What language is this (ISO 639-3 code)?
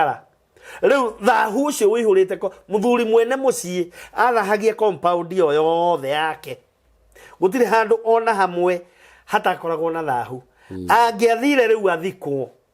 kik